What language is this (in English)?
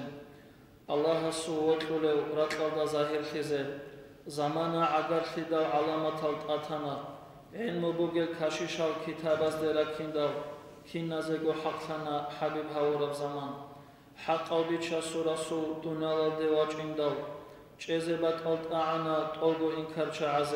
Avaric